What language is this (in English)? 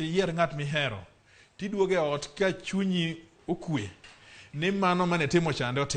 Luo (Kenya and Tanzania)